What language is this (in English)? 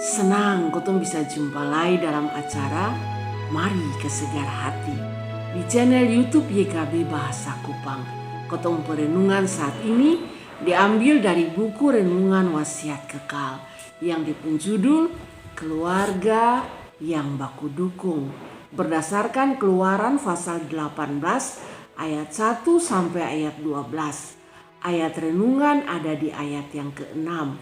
Kupang Malay